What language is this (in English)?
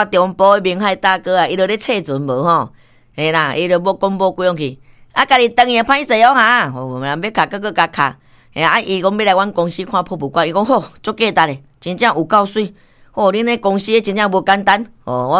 Min Nan Chinese